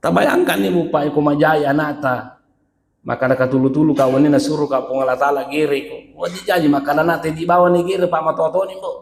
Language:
Buginese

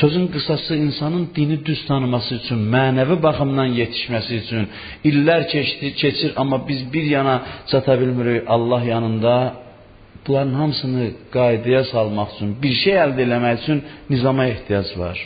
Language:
Azerbaijani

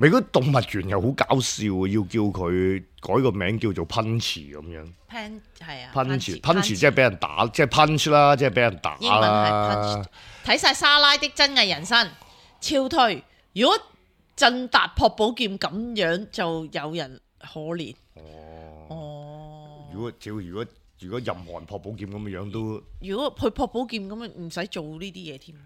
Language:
Cantonese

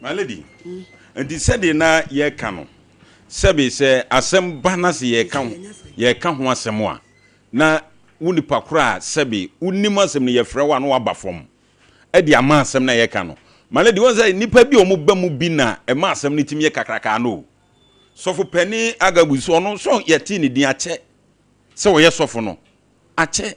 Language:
Akan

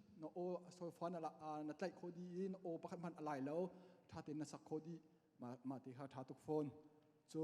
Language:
Hakha Chin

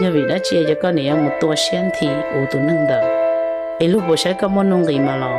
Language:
Hmong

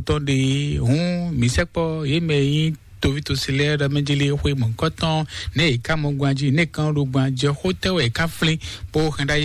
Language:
Fon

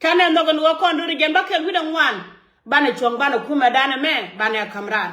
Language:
Nuer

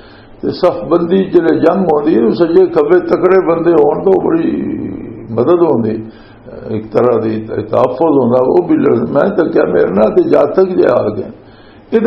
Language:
Western Panjabi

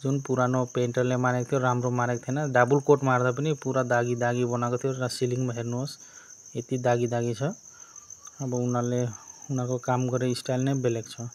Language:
Nepali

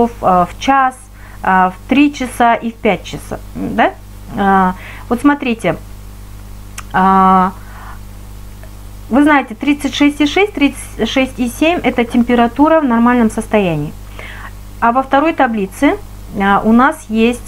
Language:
Russian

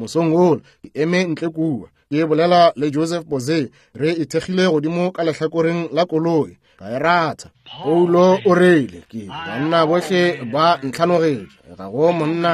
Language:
Northern Sotho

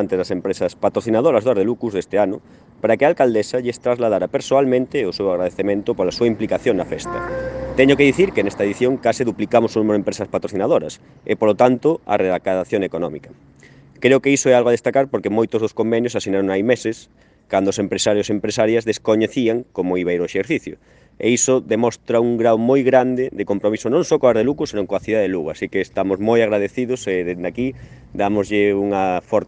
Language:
Galician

